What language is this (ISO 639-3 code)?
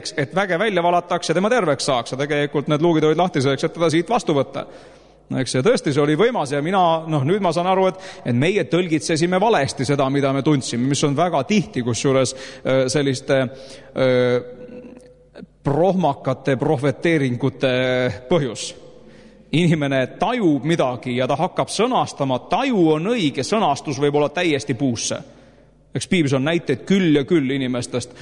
est